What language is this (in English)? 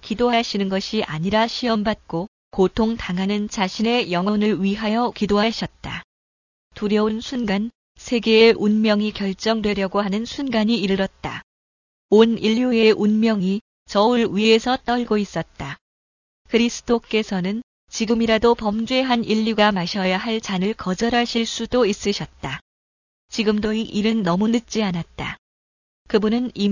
Korean